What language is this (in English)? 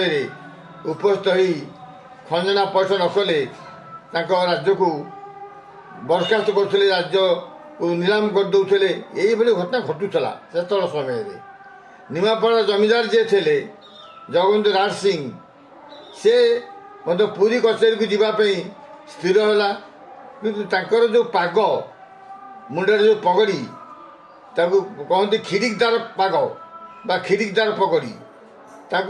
Odia